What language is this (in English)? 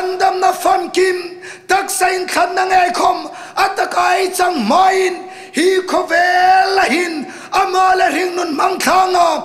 Hmar